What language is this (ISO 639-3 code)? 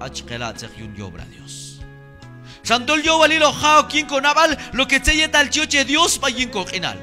kjb